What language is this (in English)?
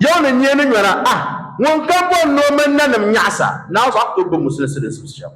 Dagbani